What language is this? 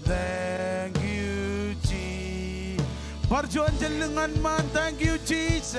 Marshallese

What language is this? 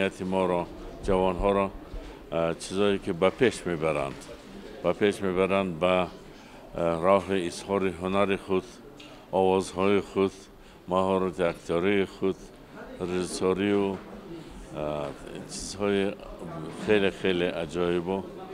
Tajik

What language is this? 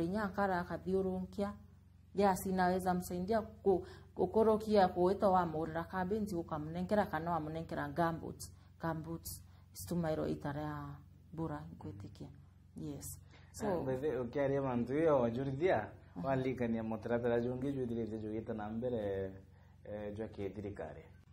Meru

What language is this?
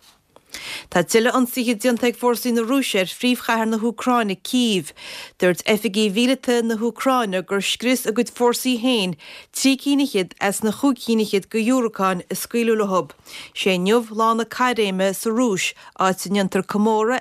Irish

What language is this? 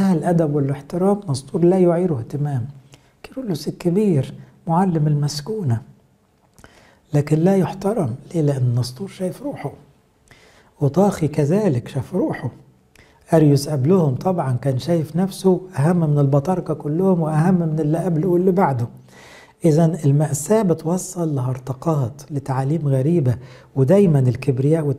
Egyptian Arabic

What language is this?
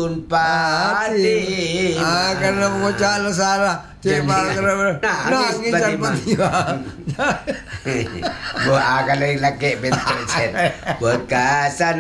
Malay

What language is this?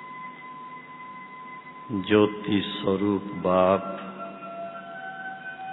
Hindi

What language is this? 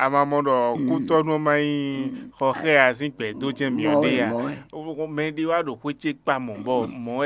Fon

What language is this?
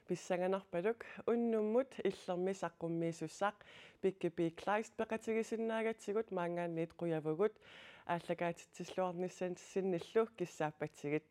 Kalaallisut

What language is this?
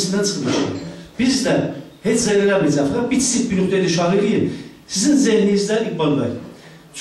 South Azerbaijani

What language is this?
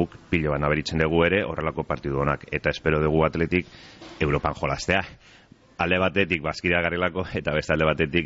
Basque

